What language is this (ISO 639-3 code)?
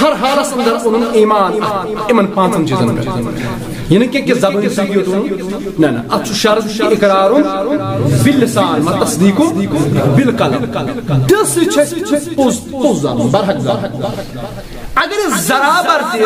kas